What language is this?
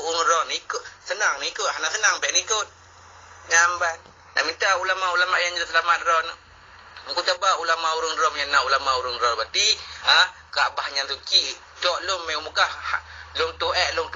Achinese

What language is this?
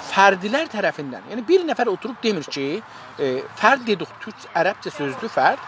South Azerbaijani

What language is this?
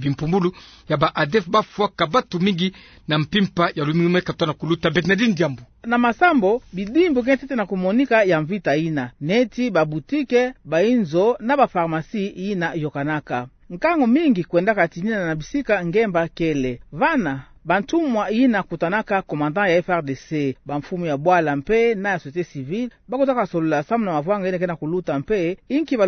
Kituba (Democratic Republic of Congo)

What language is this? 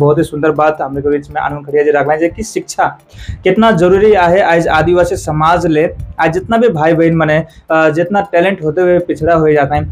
Sadri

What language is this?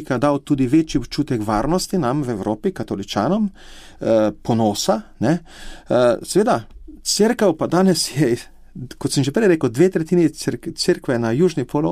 Slovenian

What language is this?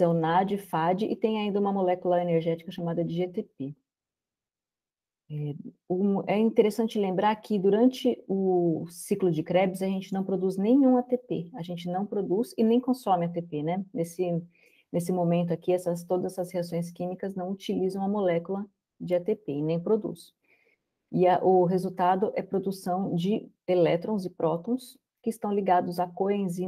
Portuguese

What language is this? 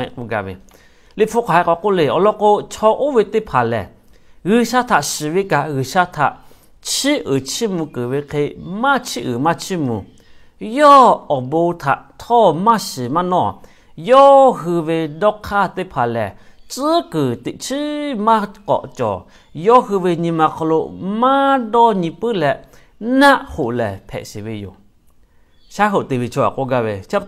Lahu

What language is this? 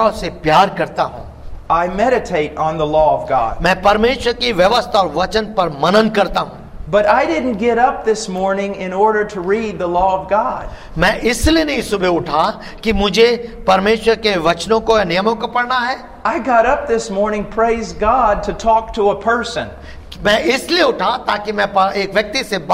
Hindi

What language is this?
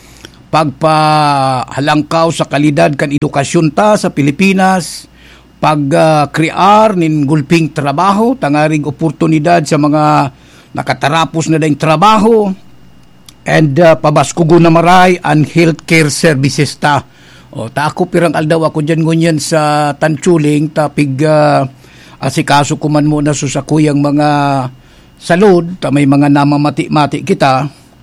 Bikol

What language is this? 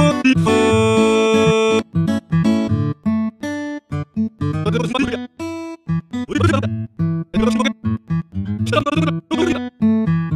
Korean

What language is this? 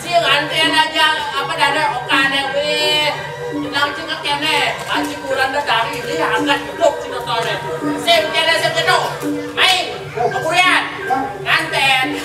Balinese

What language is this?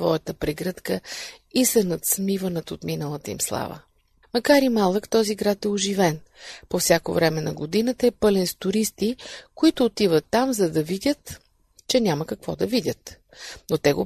Bulgarian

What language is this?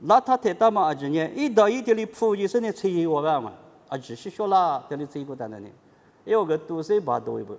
Lisu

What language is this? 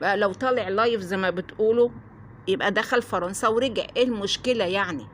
Egyptian Arabic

